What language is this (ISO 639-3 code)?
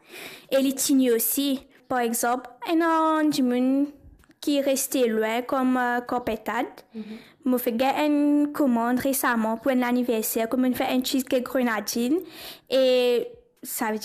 mfe